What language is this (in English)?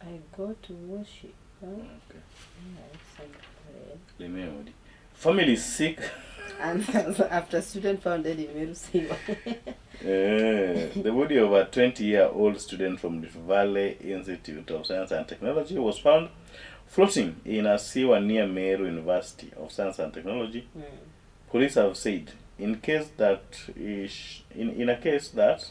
Luo (Kenya and Tanzania)